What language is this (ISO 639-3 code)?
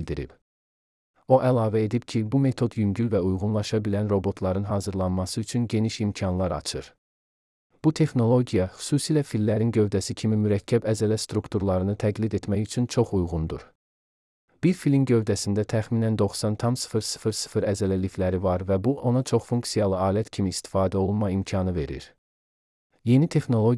aze